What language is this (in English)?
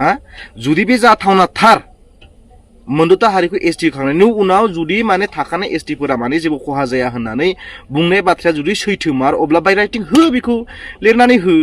Bodo